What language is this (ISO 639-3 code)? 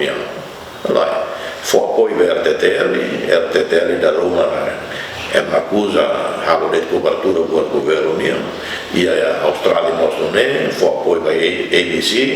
tet